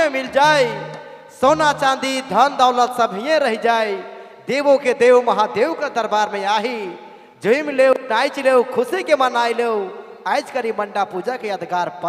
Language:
Sadri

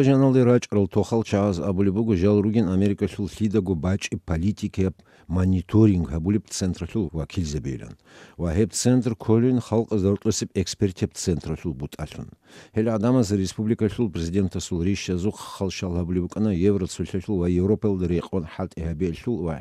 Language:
Avaric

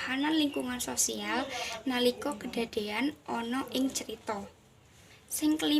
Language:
Javanese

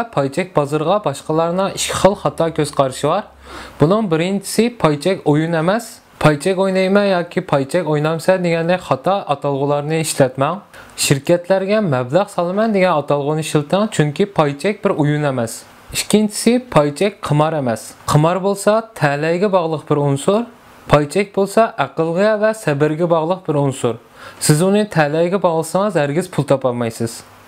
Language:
Uyghur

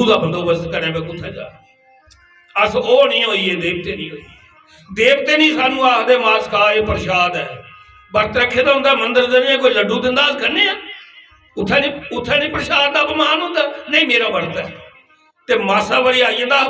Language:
Dogri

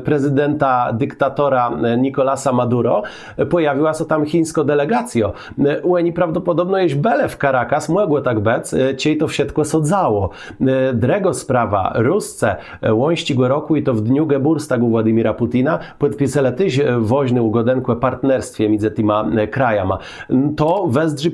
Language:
Kashubian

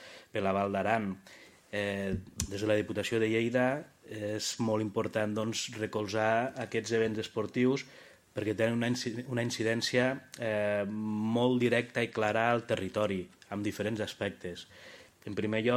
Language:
Catalan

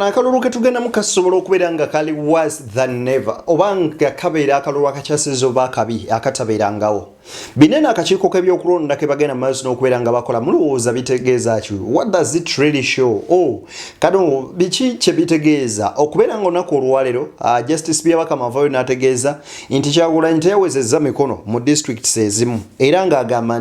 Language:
Ganda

